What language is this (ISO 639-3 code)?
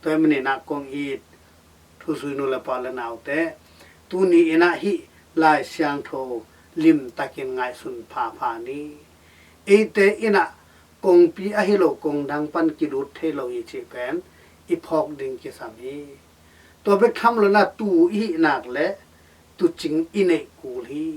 ctd